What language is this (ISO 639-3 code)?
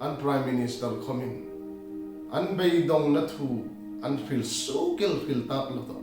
hmr